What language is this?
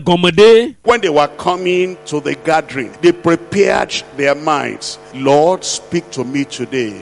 Ewe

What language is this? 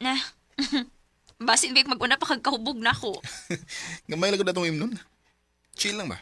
Cebuano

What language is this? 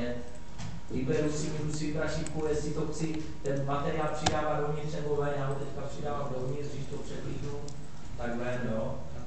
Czech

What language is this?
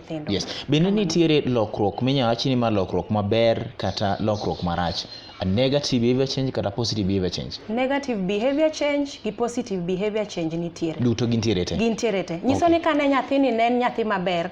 Luo (Kenya and Tanzania)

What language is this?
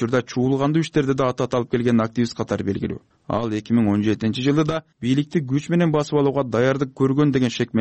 Kyrgyz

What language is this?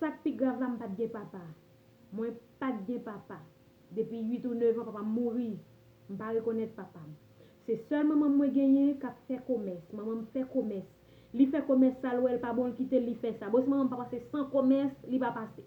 Haitian Creole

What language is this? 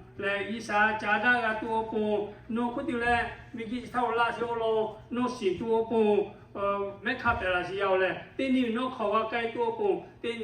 Lahu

